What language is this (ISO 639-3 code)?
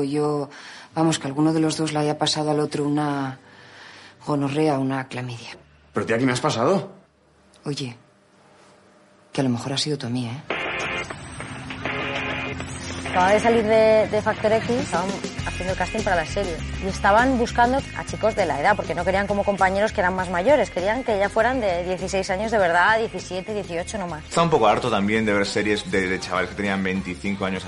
spa